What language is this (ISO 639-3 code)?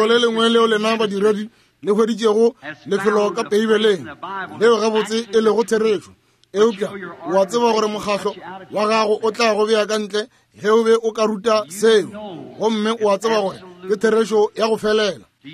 nso